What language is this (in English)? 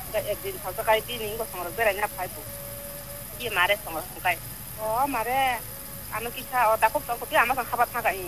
Korean